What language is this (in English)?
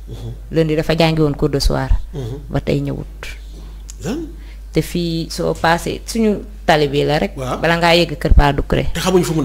Wolof